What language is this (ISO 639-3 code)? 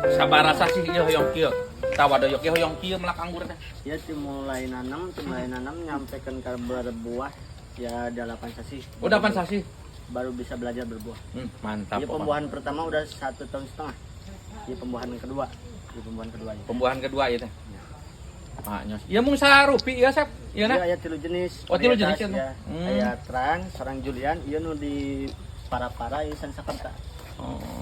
sun